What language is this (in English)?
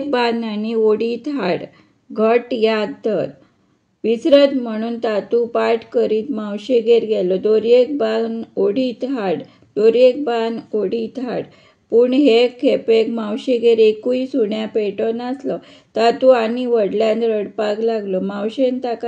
Konkani